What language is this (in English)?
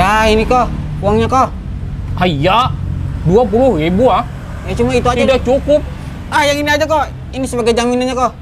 Banjar